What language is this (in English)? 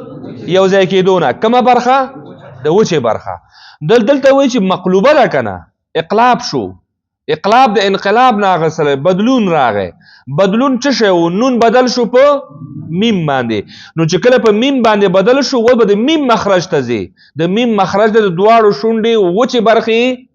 Pashto